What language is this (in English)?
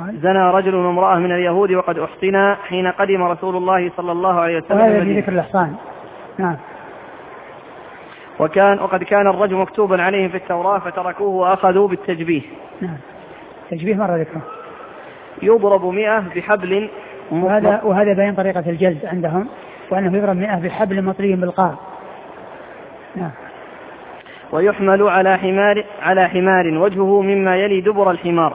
Arabic